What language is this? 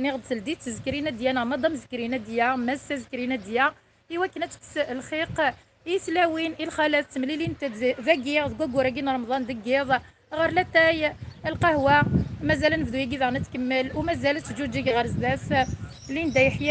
Kabyle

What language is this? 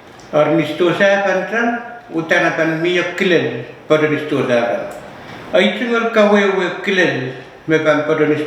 Pohnpeian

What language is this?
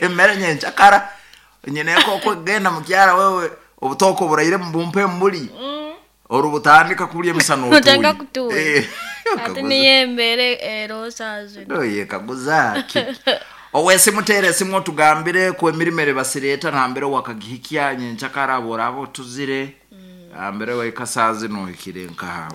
Nyankole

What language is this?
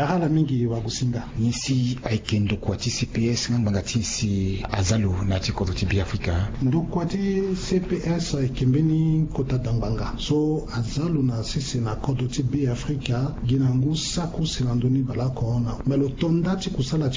Sango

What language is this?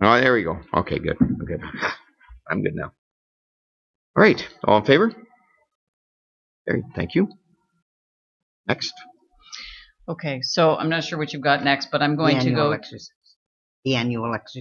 English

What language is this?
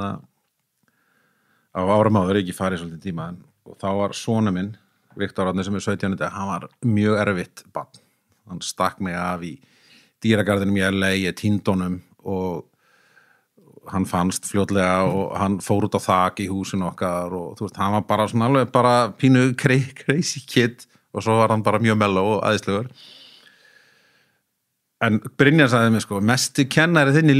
Icelandic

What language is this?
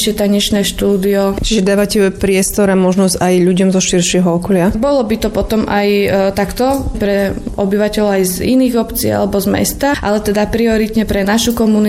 Slovak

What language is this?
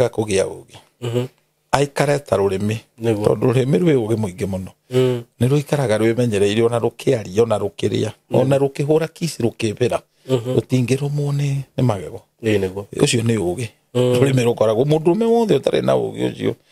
Kikuyu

